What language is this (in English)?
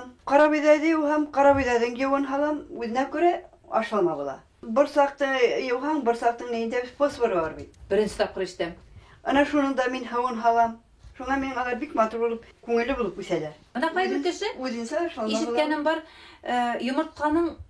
Bashkir